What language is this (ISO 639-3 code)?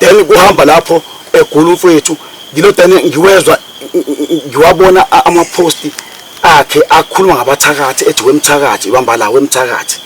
zul